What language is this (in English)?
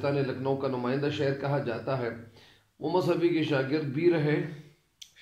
Urdu